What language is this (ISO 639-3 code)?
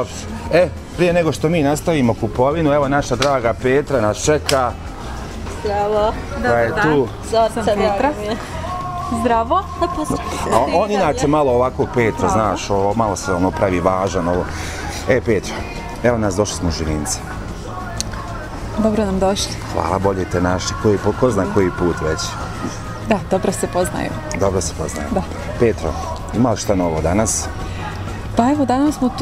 bos